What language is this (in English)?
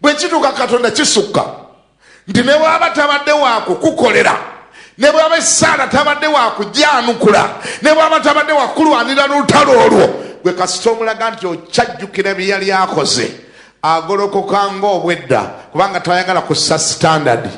Ganda